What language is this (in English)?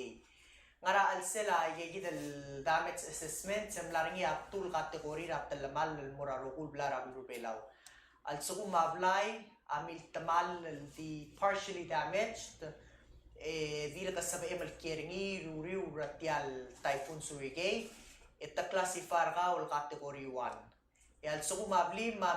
Palauan